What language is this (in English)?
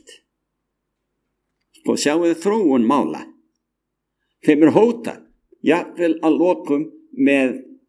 Icelandic